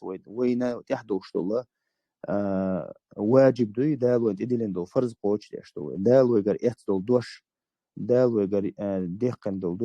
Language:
Chechen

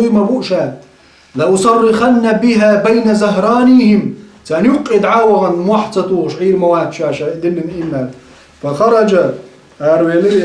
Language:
Chechen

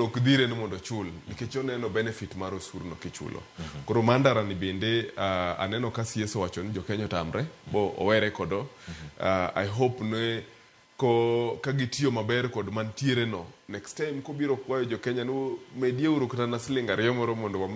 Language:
Luo (Kenya and Tanzania)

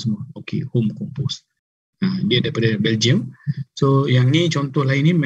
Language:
Malay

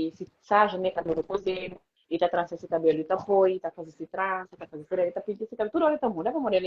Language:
Kabuverdianu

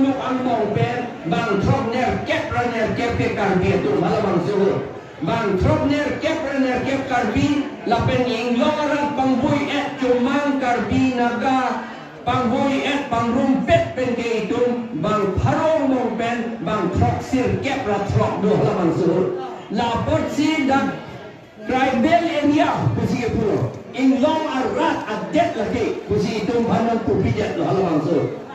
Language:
Karbi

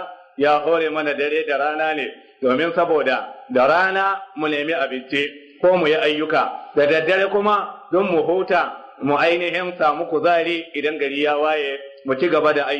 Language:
Hausa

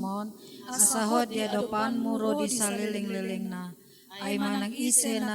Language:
Batak Toba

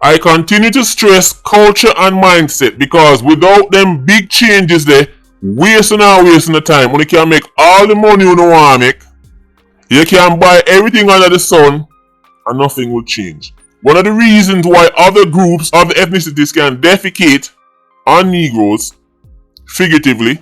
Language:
Jamaican Creole English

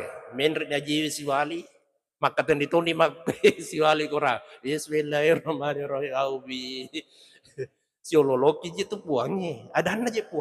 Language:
Buginese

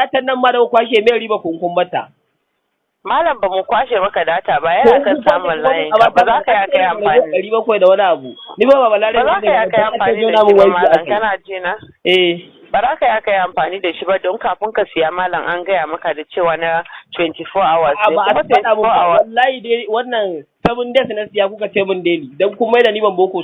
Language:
Hausa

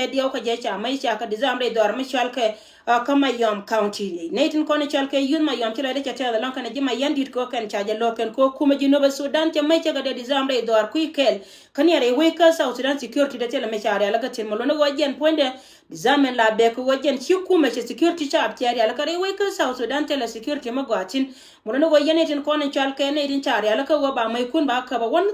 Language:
Nuer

